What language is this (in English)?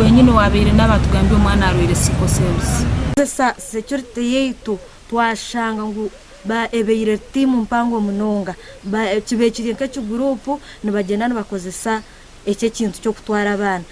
Nyankole